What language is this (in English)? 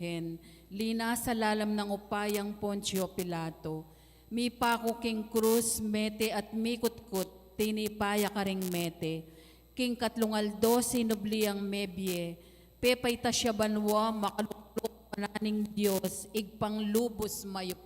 Pampanga